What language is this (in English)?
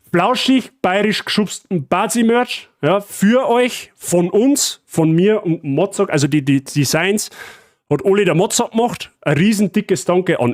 Bavarian